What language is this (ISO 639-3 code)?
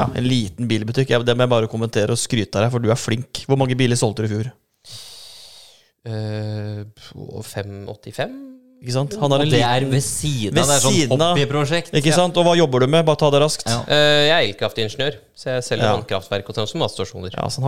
nor